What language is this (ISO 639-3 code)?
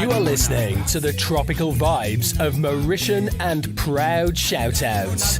mfe